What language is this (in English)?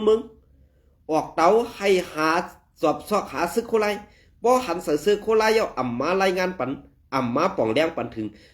Shan